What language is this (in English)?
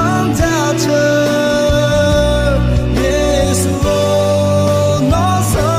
Akha